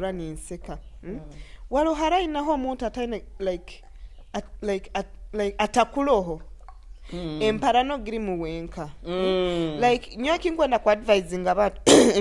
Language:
Nyoro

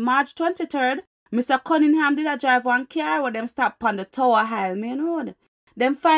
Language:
Jamaican Creole English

